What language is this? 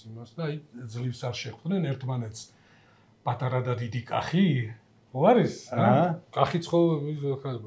Georgian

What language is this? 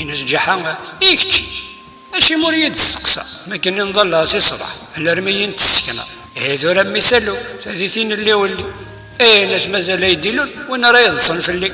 Kabyle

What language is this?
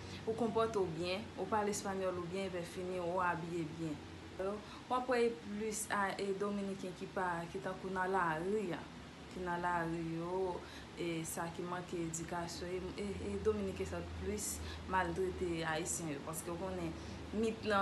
Haitian Creole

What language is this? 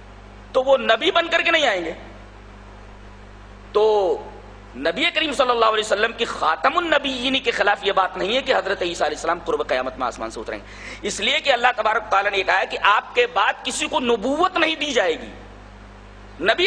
Urdu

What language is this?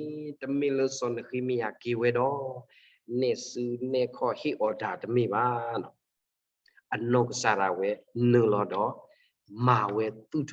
S'gaw Karen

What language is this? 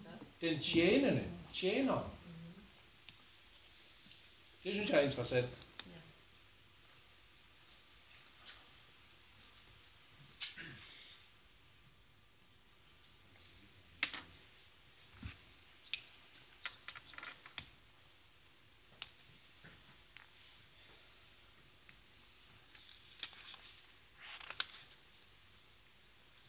Danish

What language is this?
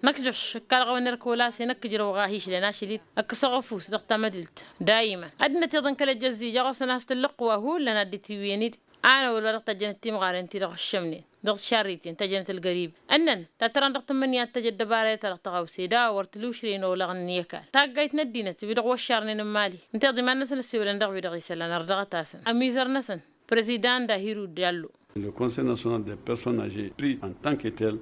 Tamasheq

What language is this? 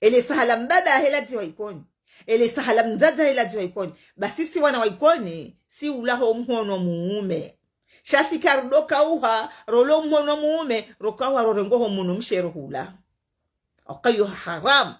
Ngazidja Comorian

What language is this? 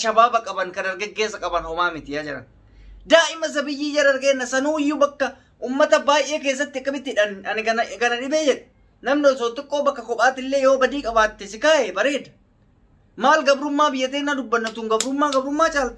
Oromo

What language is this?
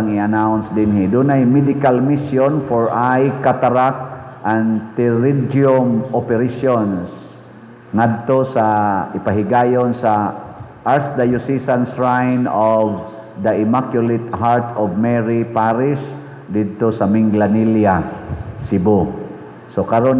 Cebuano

